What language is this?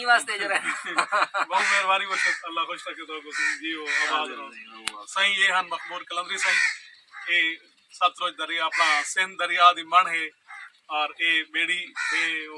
Saraiki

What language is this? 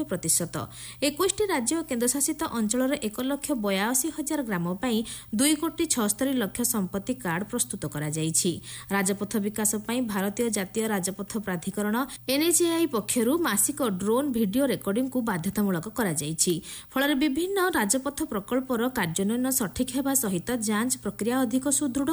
Odia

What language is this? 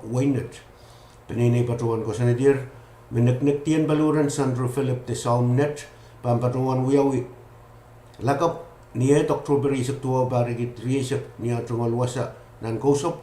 Pohnpeian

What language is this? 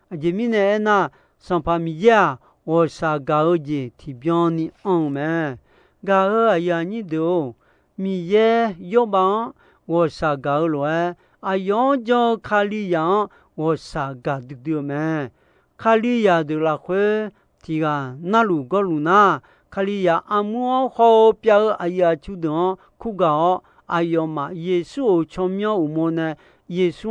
Akha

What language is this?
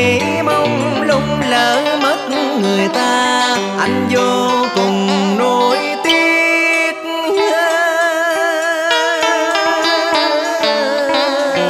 Vietnamese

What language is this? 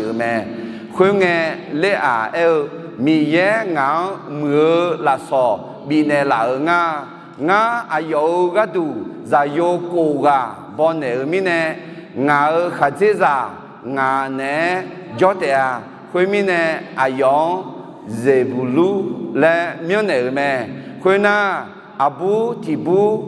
Akha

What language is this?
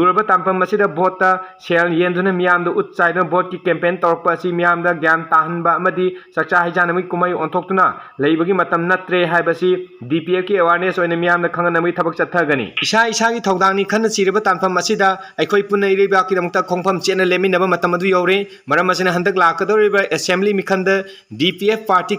Manipuri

